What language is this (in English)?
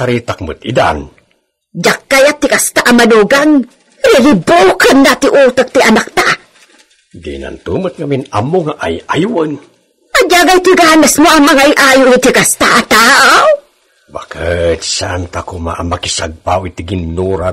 Iloko